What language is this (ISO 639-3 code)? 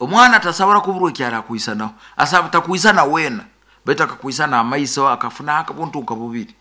nyo